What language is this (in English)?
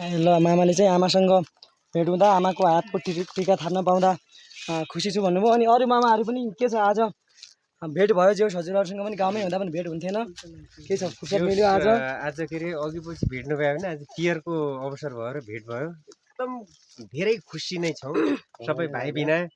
Nepali